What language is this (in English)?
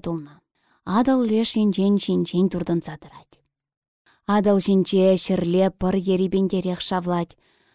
Chuvash